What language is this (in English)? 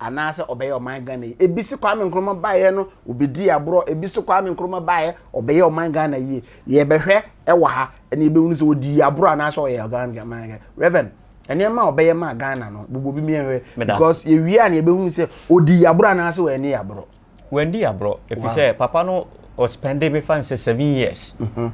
Akan